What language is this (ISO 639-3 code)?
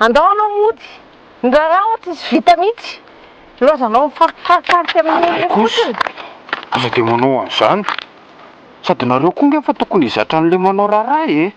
mlg